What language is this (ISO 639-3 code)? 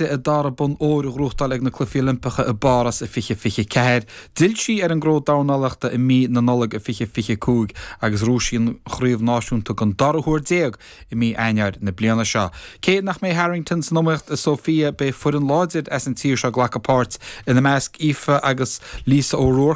gle